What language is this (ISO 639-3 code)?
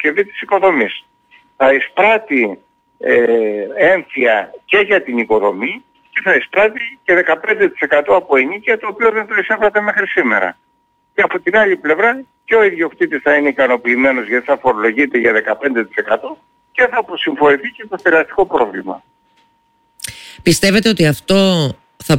ell